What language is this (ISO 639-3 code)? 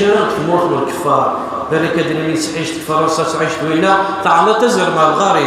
kab